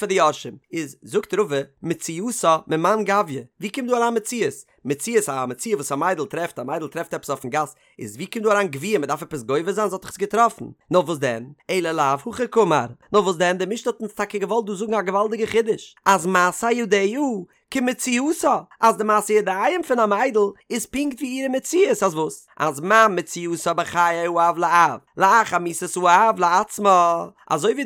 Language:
Yiddish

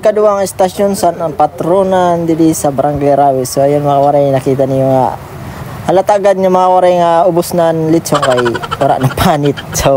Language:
Waray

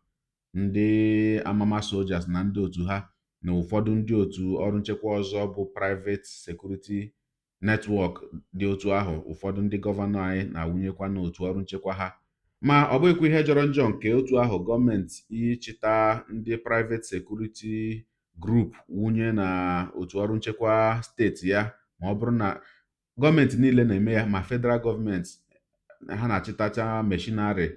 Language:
Igbo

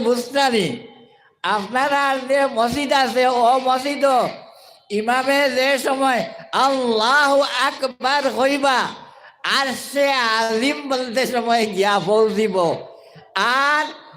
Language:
Sylheti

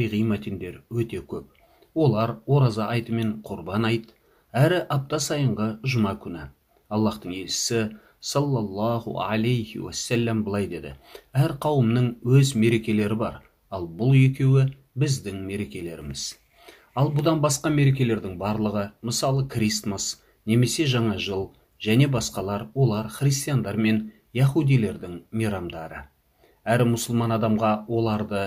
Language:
Kazakh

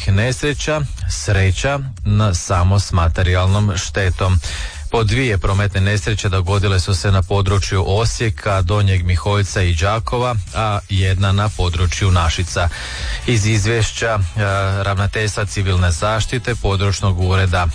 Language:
Croatian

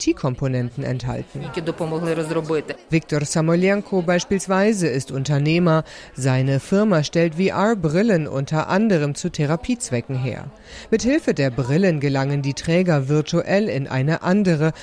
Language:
German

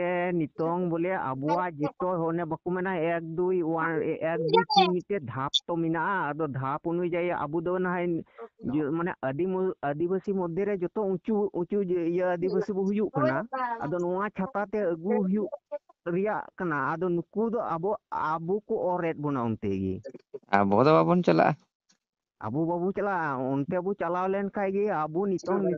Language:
Santali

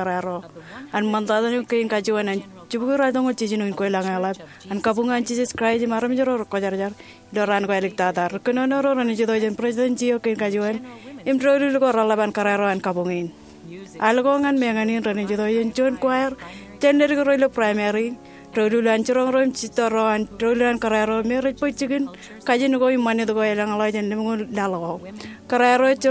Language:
Marshallese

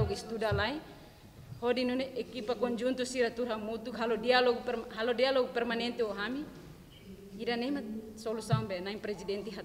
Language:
Tetum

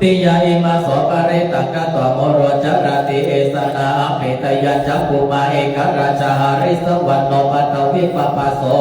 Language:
Pali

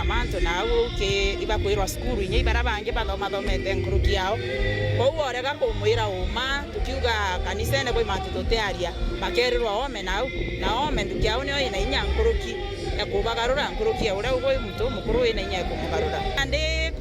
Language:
Meru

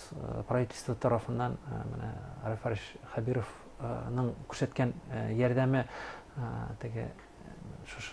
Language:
Bashkir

